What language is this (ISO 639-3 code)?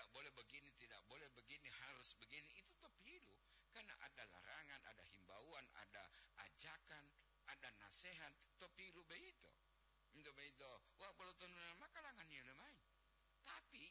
gor